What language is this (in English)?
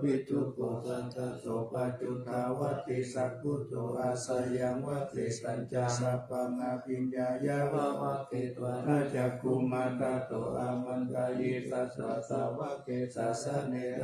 Pali